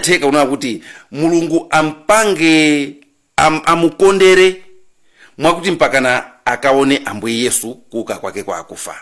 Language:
Nyanja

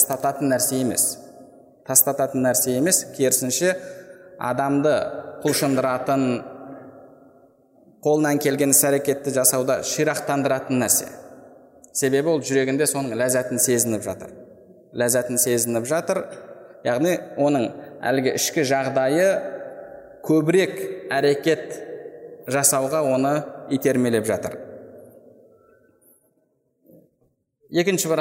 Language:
Kazakh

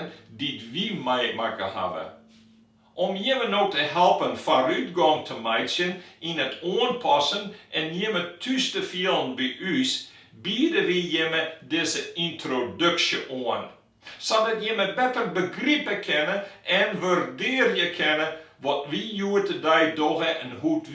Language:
Western Frisian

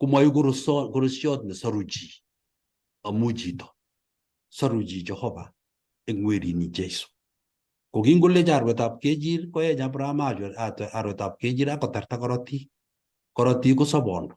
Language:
Kalenjin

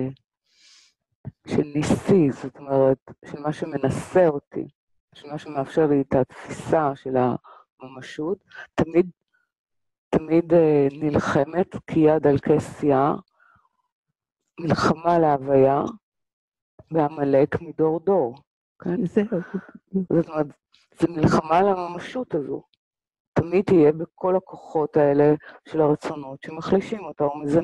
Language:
Hebrew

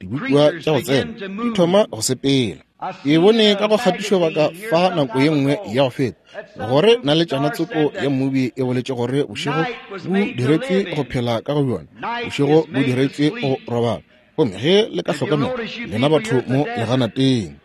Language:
Northern Sotho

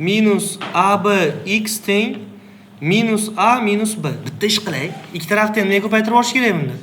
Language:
Uzbek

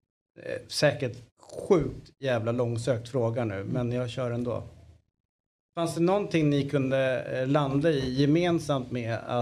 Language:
Swedish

